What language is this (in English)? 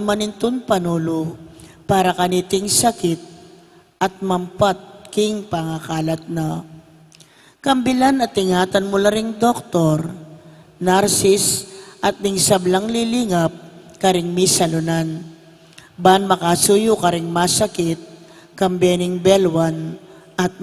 Pampanga